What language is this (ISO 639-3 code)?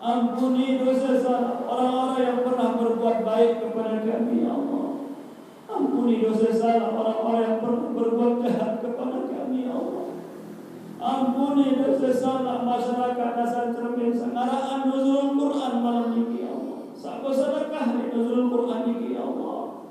sas